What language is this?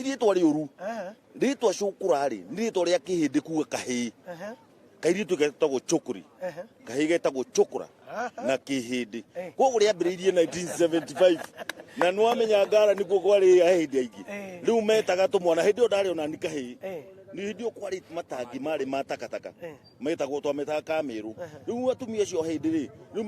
Kikuyu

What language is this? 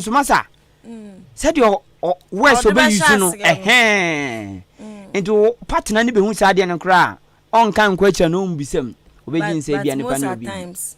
Akan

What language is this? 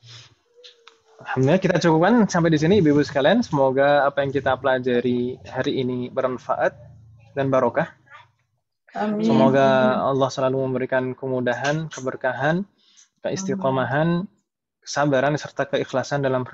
Indonesian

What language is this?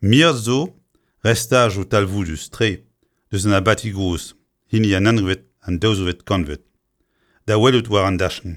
Breton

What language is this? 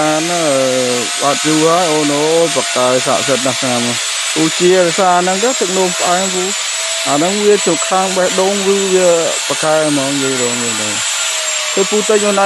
Khmer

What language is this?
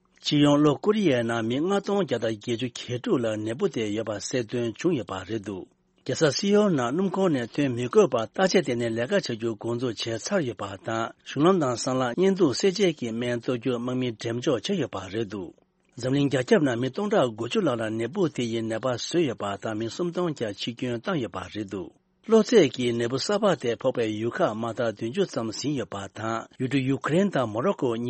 Tibetan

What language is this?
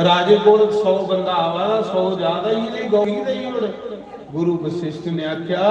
Dogri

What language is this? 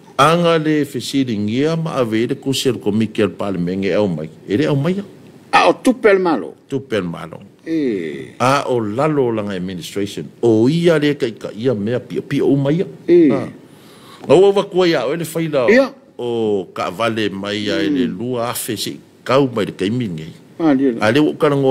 Samoan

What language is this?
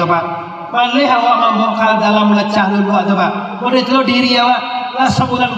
Minangkabau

